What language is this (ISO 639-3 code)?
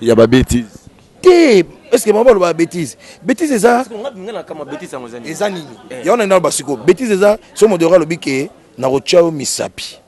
lin